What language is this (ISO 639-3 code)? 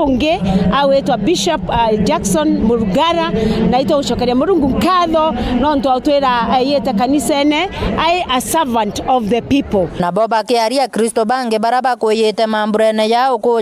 mer